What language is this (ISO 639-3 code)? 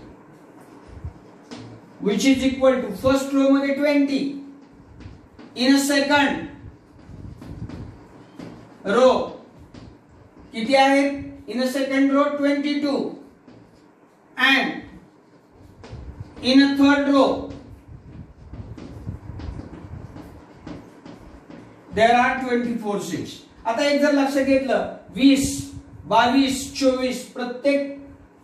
mar